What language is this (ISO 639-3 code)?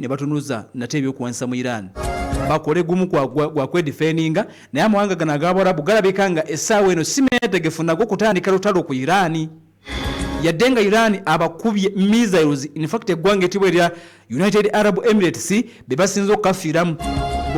lug